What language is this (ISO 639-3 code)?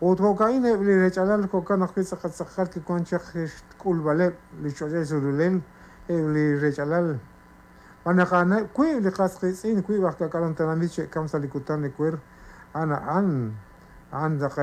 kek